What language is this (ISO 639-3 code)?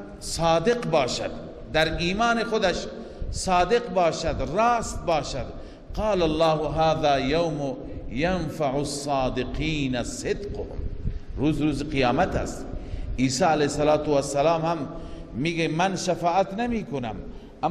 fas